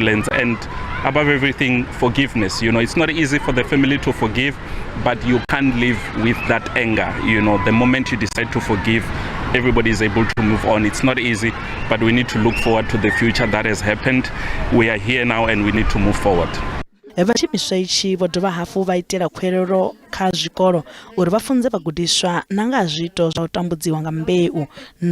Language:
Venda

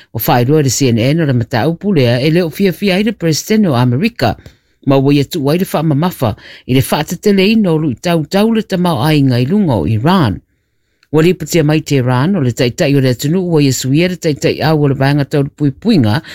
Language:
Samoan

